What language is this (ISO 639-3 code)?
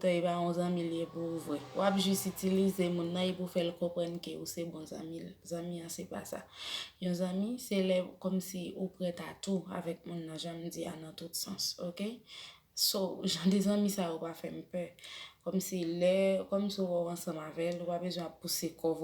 hat